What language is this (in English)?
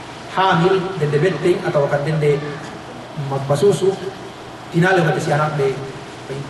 Yakan